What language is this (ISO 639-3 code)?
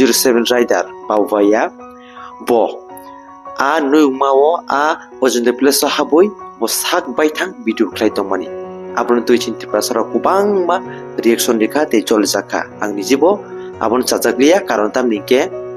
trp